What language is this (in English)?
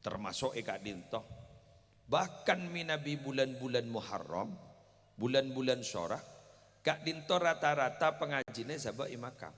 Madurese